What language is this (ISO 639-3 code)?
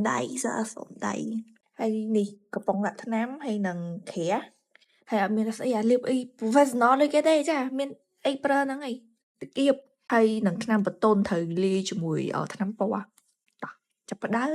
khm